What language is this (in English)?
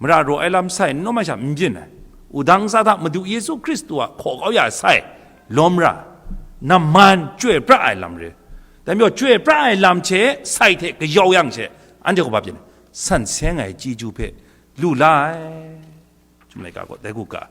Kachin